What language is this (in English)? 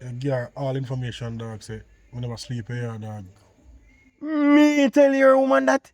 Jamaican Creole English